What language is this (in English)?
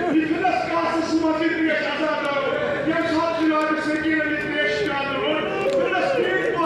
Kashmiri